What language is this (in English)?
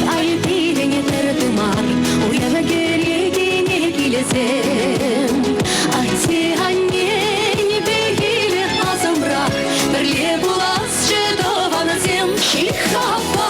Chuvash